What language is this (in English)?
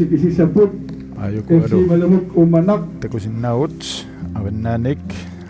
Kalaallisut